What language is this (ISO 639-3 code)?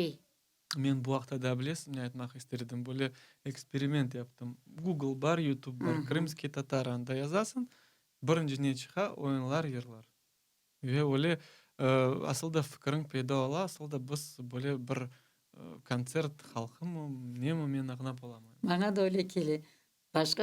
crh